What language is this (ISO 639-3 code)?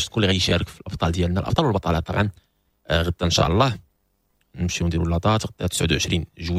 ary